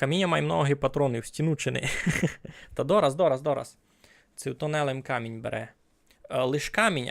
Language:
Rusyn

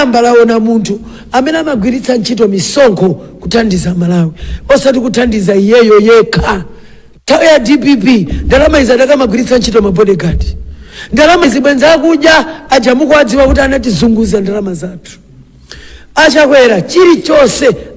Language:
Nyanja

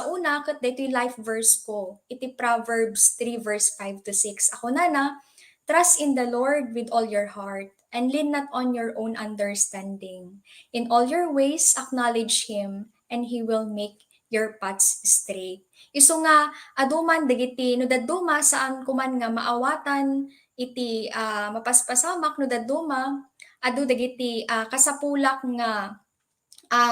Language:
Iloko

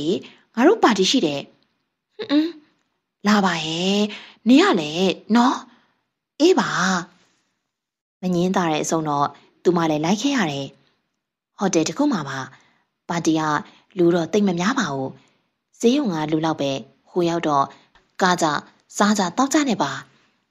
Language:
Burmese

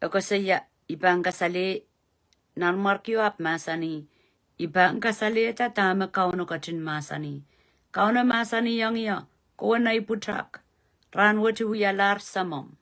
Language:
Pohnpeian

